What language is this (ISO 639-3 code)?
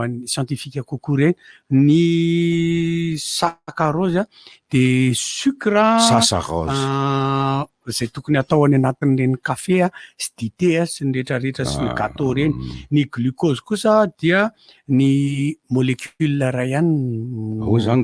mlg